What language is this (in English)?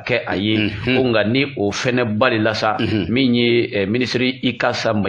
Bambara